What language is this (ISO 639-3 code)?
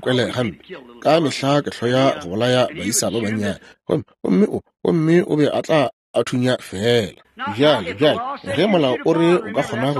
nso